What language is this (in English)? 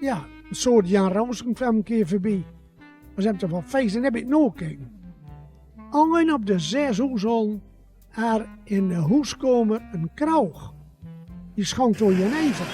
Gronings